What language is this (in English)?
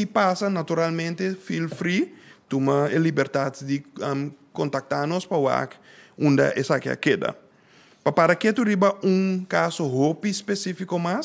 Papiamento